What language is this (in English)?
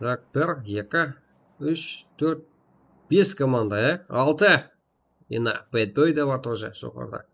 Kara-Kalpak